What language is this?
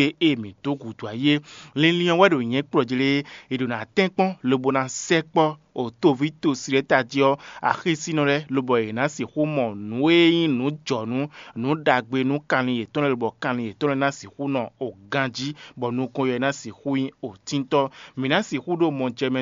Fon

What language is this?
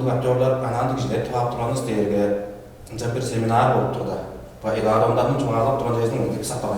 Tuvinian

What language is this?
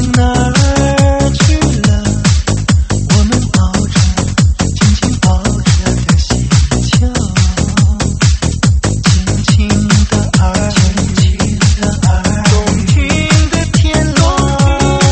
Chinese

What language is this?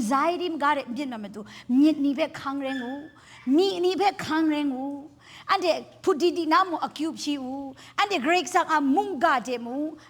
Kachin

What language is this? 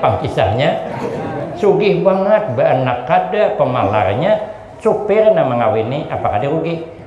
Banjar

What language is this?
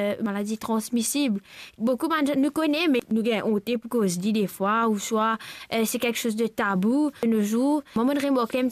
Morisyen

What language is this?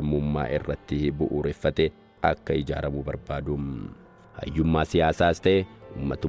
Oromo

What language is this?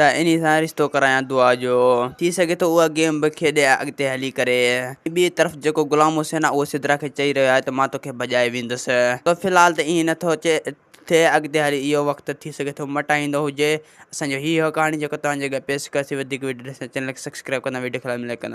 Sindhi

